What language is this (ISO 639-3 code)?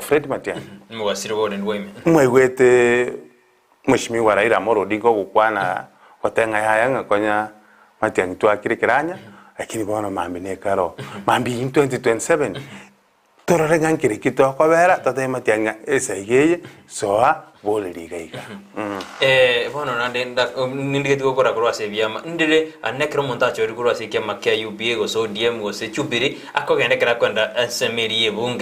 guz